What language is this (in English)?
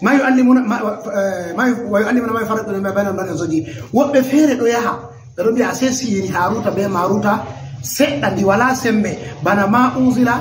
Fula